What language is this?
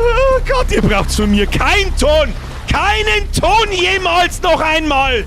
Bavarian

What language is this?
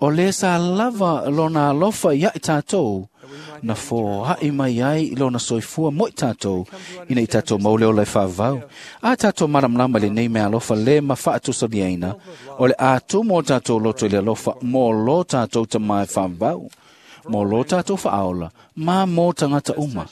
Samoan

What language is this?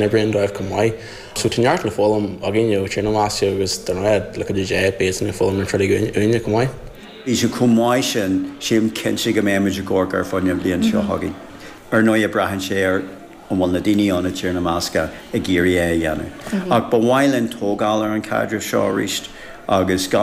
Irish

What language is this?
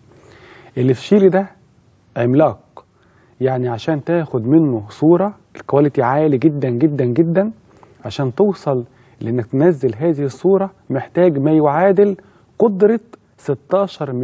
Egyptian Arabic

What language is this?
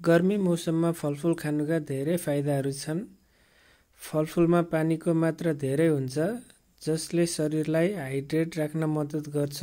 Nepali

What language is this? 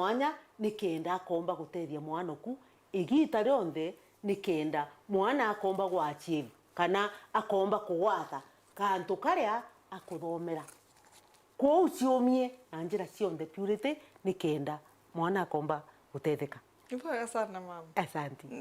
Meru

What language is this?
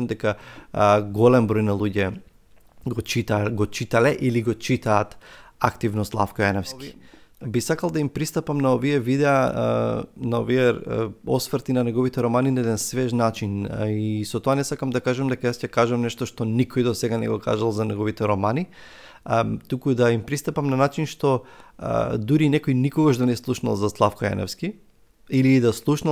Macedonian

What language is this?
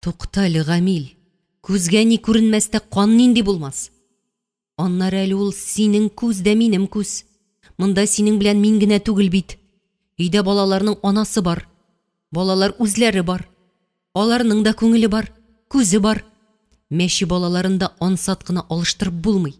Tatar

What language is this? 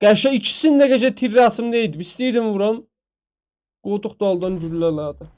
South Azerbaijani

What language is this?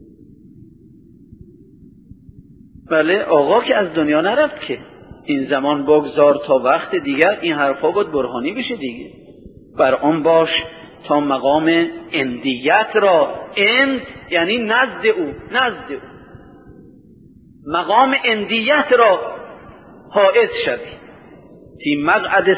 Persian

